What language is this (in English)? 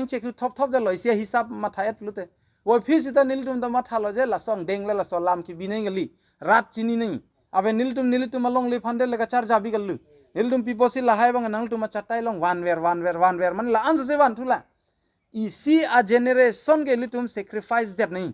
Karbi